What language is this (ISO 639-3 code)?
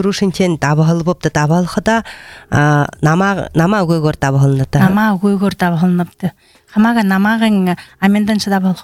bel